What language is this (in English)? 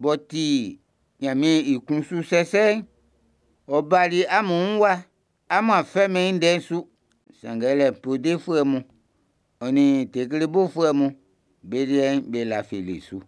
Baoulé